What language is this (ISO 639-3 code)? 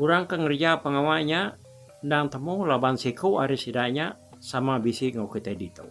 iba